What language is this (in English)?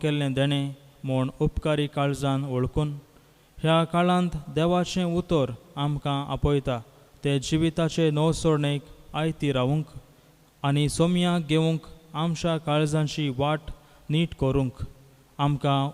Konkani